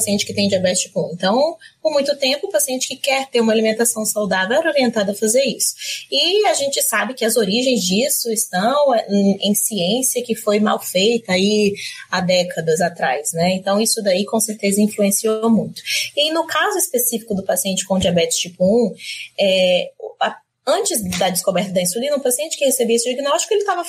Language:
Portuguese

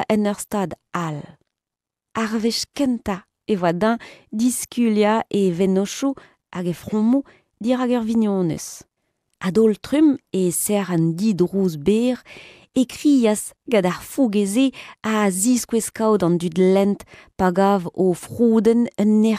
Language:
Breton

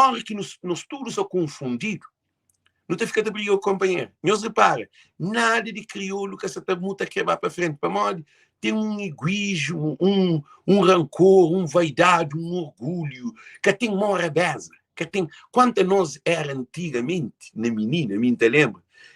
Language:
Kabuverdianu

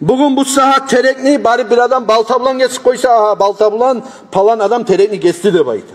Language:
Kumyk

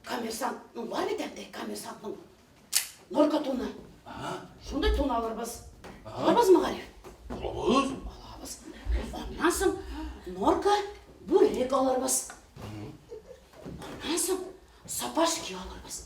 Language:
Bashkir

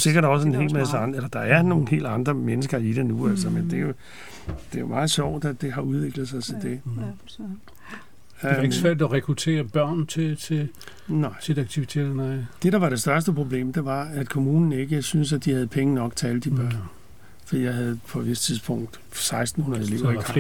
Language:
Danish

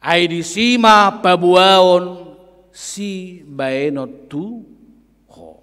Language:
Batak Toba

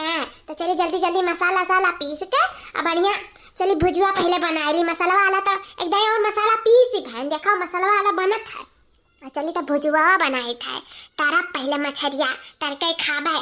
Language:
Awadhi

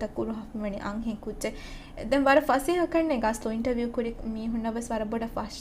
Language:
Divehi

